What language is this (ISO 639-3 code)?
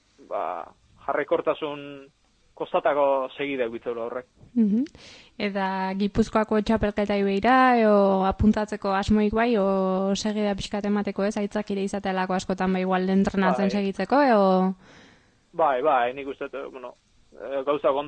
eus